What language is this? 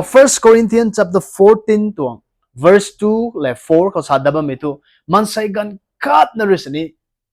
Rongmei Naga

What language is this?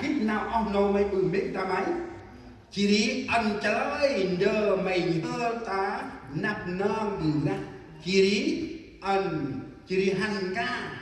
Central Mnong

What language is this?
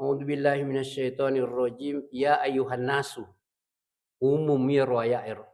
Buginese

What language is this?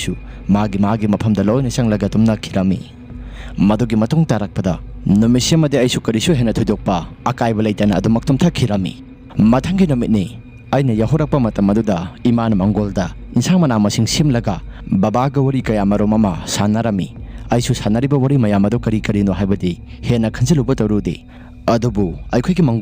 Manipuri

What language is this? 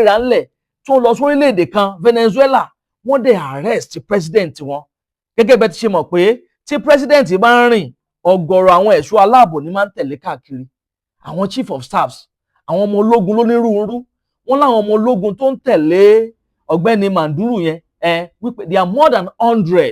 Yoruba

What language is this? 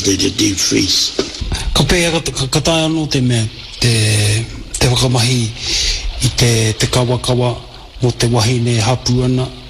Māori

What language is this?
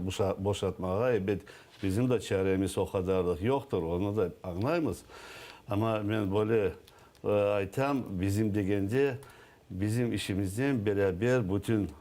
Crimean Tatar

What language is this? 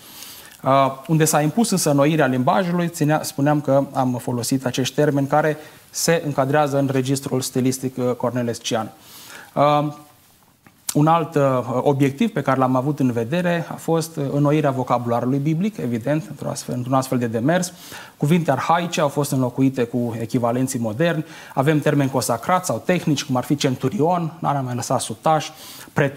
Romanian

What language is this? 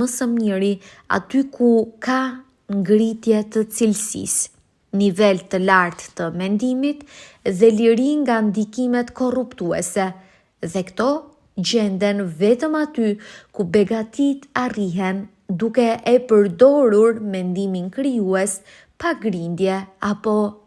Albanian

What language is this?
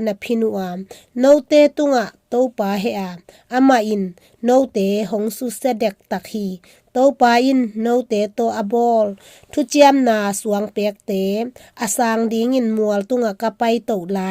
Tedim Chin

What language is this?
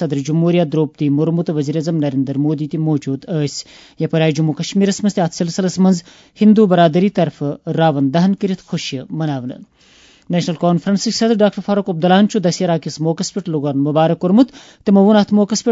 Kashmiri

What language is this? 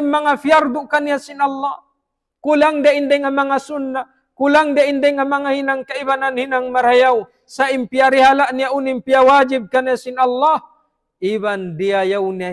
Tausug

